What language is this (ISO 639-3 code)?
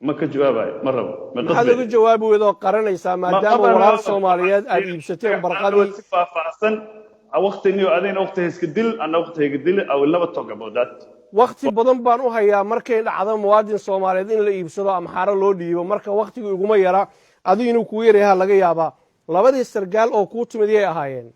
som